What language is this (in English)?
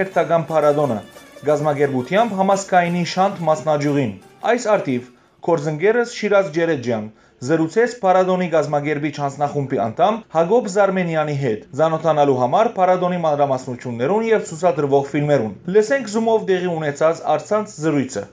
Western Armenian